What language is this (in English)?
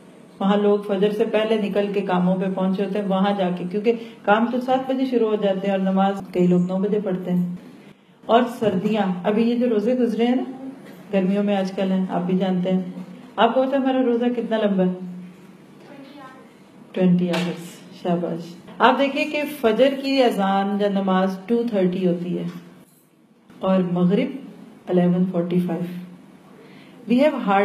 Urdu